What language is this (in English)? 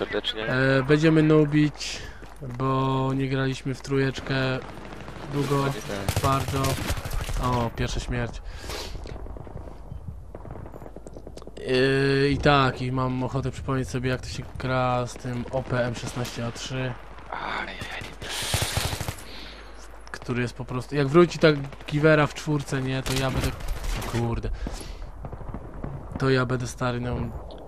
Polish